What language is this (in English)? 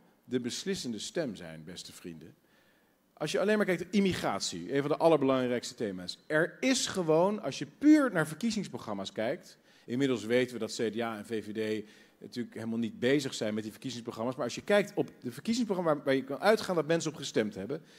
Dutch